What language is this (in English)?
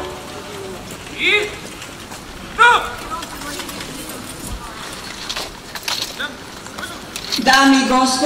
Serbian